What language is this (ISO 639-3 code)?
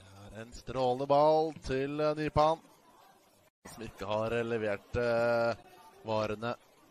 nor